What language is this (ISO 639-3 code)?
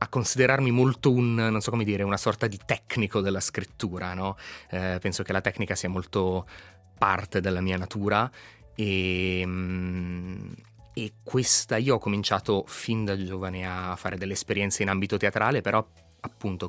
ita